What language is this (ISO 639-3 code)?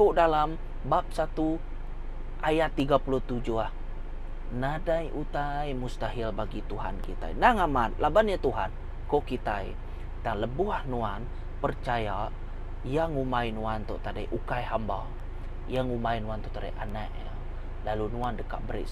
iba